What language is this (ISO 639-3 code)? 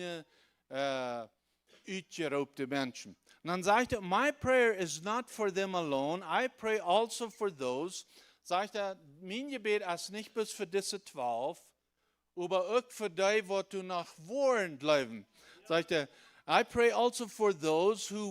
pdt